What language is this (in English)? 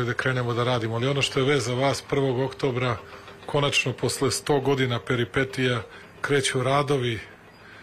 Serbian